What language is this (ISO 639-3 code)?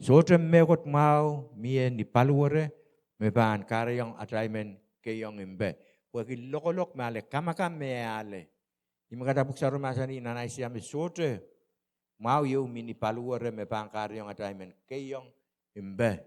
pon